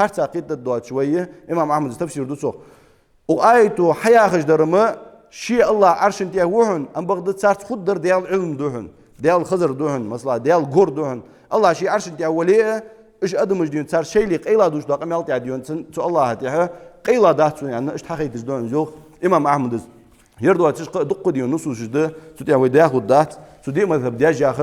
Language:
Ingush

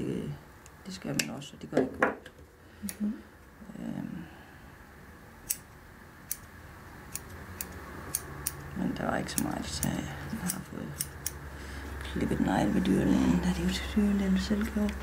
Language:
Danish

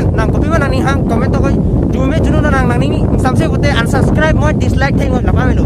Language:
Karbi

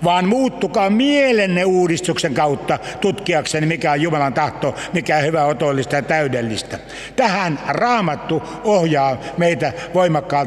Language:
Finnish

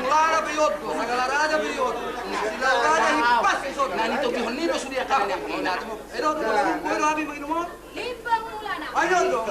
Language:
Batak Toba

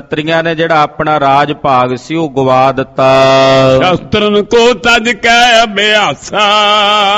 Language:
Punjabi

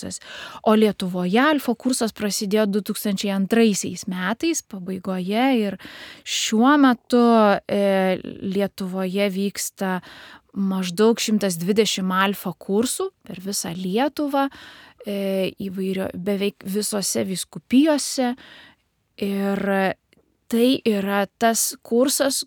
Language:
Lithuanian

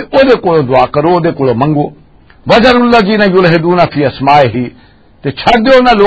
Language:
Western Panjabi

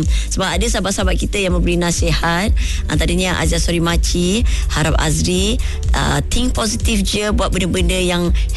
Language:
Malay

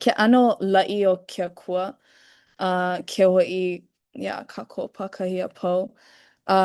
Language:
Hawaiian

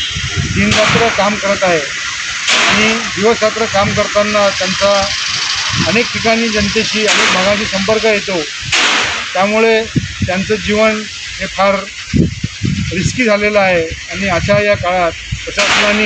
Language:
Marathi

